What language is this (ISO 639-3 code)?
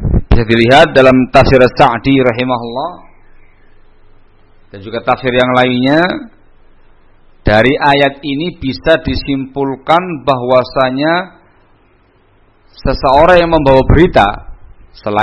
ind